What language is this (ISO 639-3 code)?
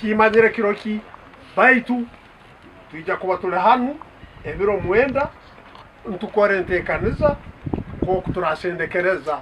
nyn